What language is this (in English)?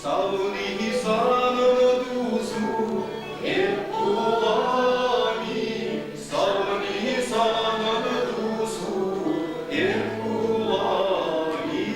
Chuvash